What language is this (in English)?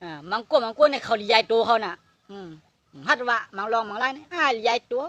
Shan